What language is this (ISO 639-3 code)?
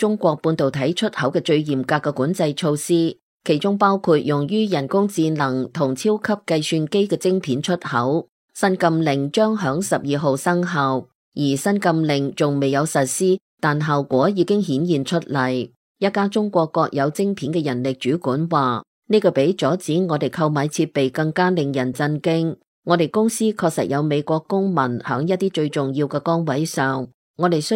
yue